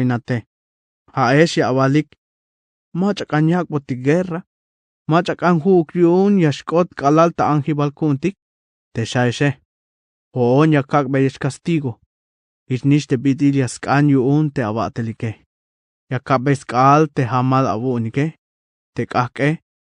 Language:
Tzeltal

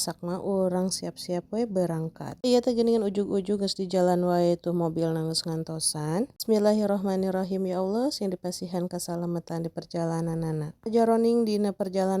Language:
Sundanese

